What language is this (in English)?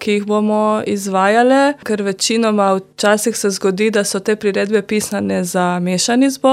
Slovenian